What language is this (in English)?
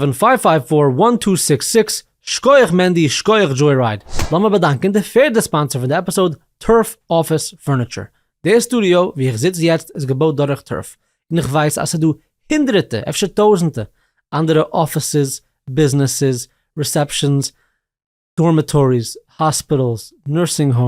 Yiddish